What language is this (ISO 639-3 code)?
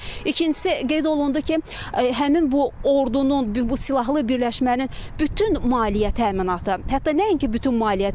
aze